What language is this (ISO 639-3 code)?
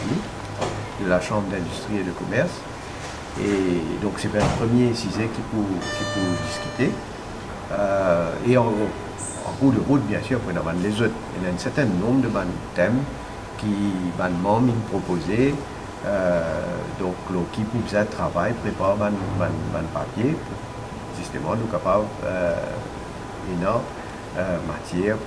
mfe